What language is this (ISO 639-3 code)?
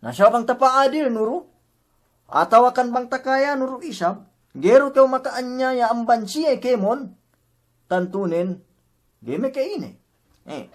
yka